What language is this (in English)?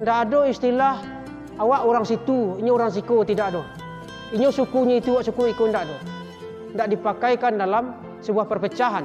Minangkabau